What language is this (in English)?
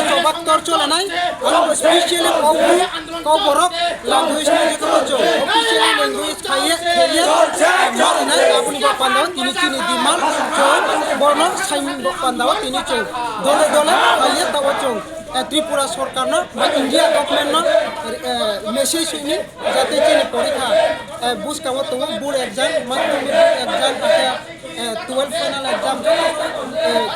Riang (India)